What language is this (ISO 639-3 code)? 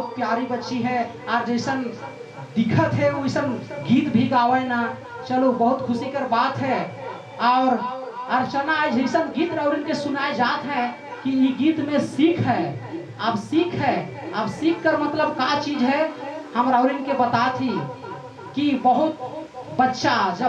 sck